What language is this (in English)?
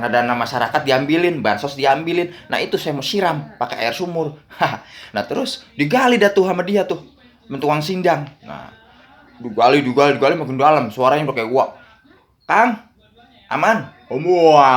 Betawi